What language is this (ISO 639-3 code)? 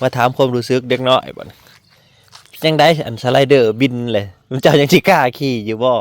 lao